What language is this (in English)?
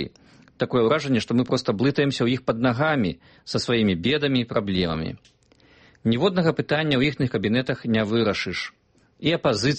Belarusian